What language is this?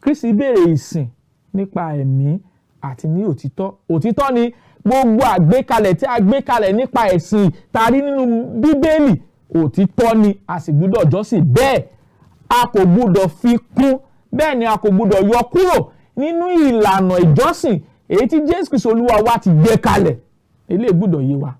Yoruba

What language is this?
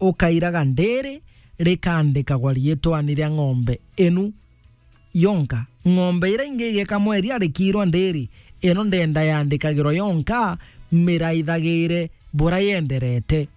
Meru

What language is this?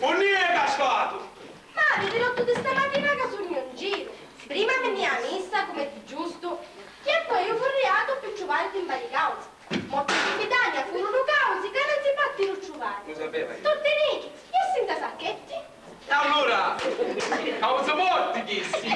Sicilian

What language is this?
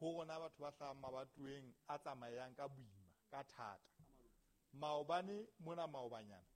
Southern Sotho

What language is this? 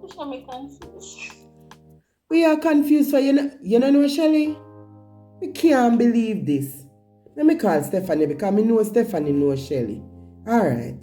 Jamaican Creole English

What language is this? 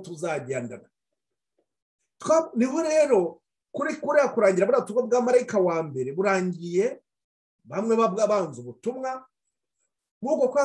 Kinyarwanda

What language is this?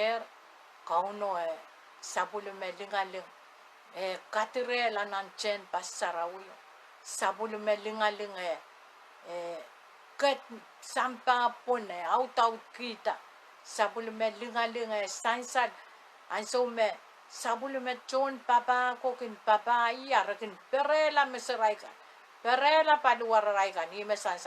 Pohnpeian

